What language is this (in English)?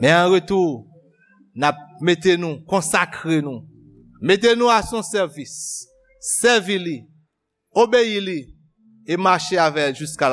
Haitian Creole